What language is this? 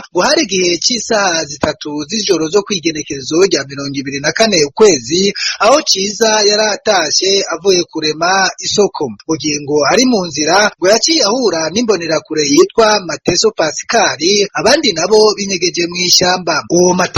Rundi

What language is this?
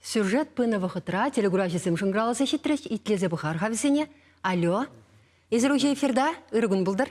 Chuvash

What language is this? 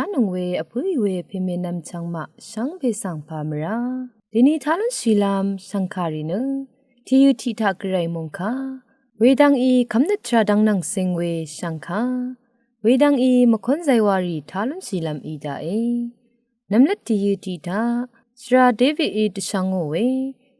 Rawang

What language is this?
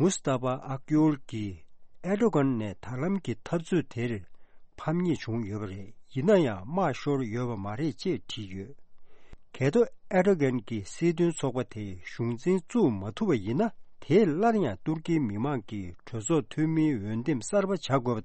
Tibetan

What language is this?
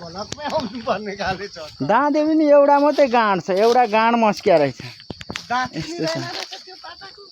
Nepali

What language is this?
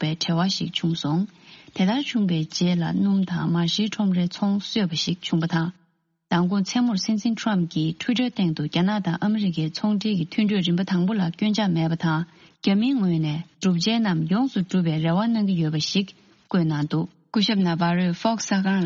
Tibetan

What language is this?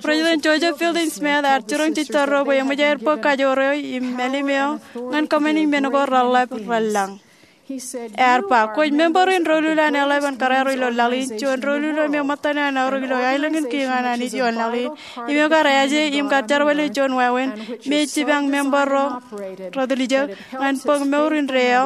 Marshallese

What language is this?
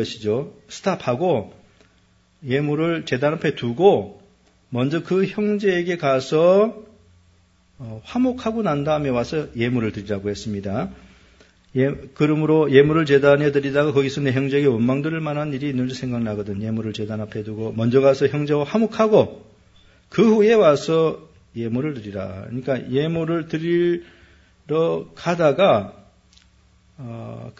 Korean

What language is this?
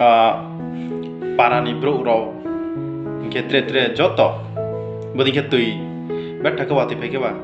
Riang (India)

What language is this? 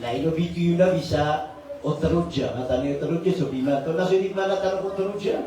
Maranao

